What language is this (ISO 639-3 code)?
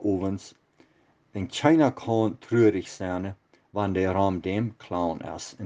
pdt